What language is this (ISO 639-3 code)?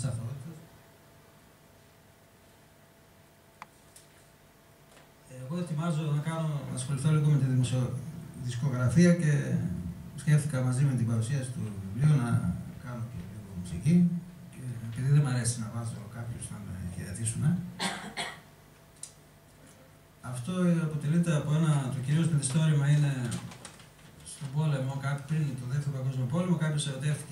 ell